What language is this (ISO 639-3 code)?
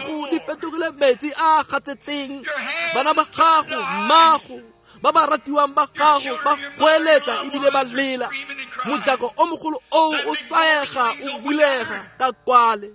tsn